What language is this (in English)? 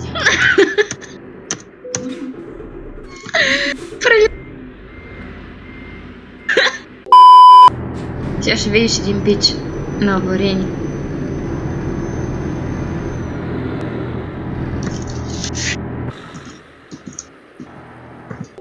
Bulgarian